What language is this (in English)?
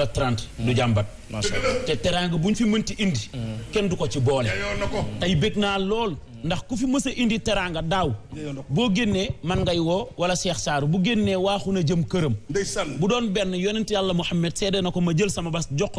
Wolof